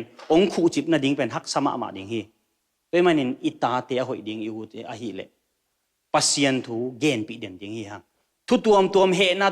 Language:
Tedim Chin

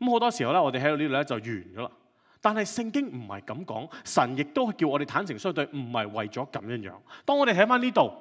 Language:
Cantonese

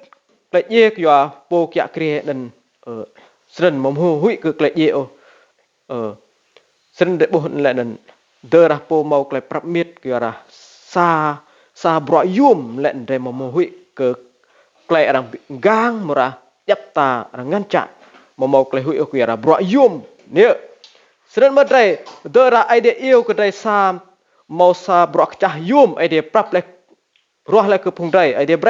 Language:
Rade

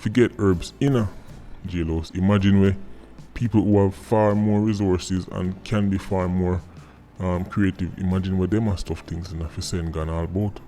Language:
Jamaican Creole English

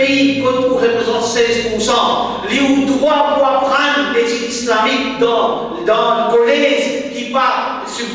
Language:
Morisyen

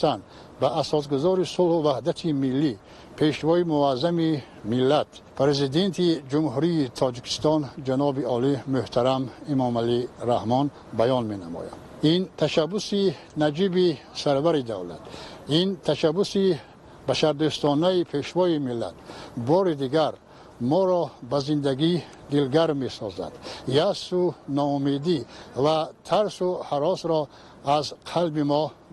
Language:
Tajik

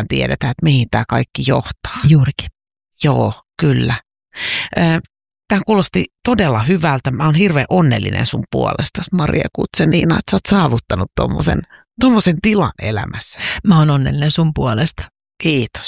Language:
Finnish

